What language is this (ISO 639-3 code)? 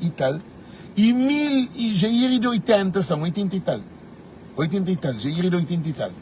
kea